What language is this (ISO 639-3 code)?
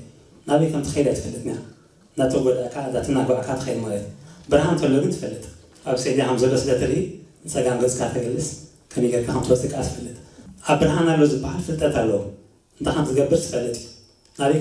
tir